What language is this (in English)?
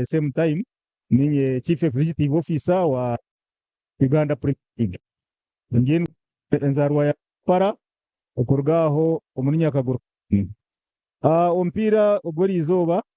Nyankole